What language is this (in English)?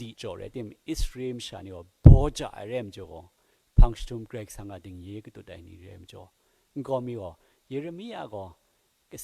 Kachin